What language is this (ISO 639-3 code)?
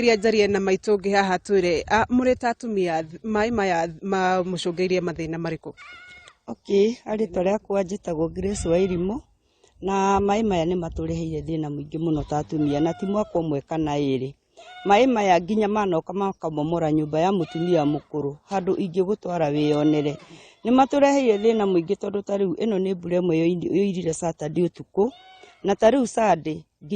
kik